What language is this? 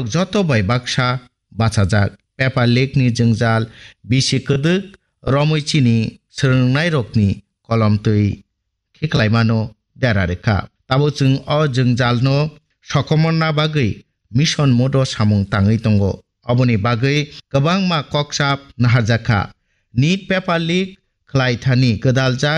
Kok Borok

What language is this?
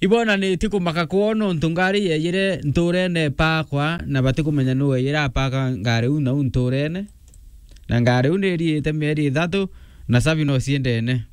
Meru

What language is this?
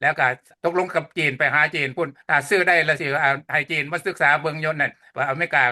Lao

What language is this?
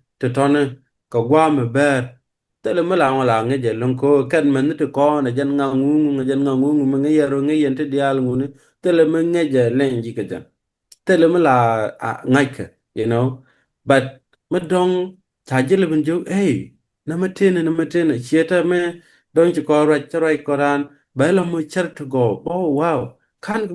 Nuer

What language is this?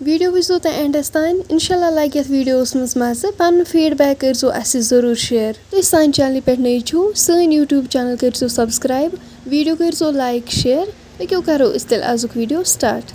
Kashmiri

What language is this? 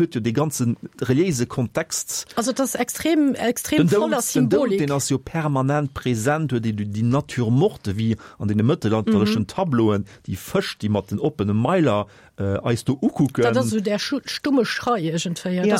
Luxembourgish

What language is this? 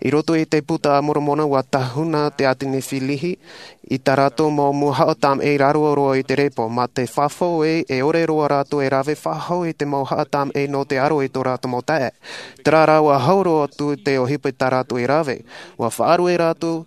Tahitian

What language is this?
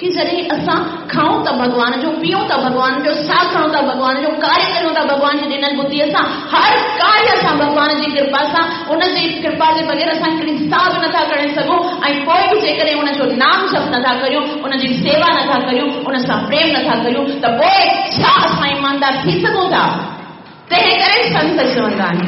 Sindhi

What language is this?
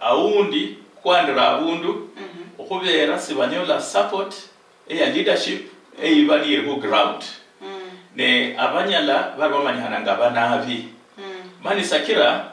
Luyia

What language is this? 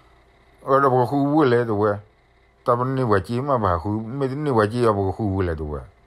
S'gaw Karen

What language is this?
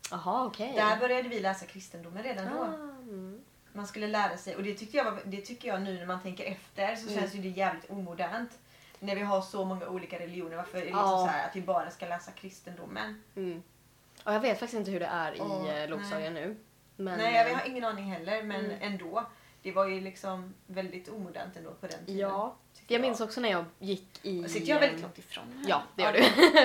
Swedish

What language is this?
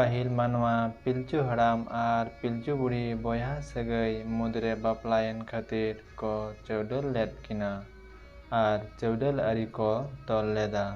Santali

